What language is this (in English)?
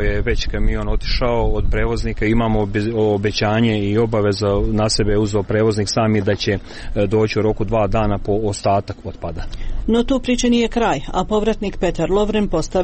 Croatian